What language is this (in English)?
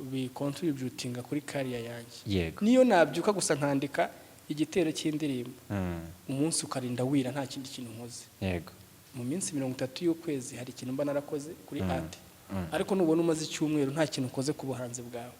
Kinyarwanda